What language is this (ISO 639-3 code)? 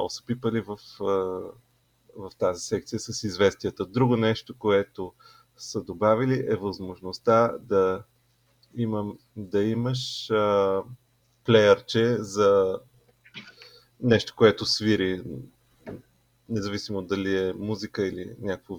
bul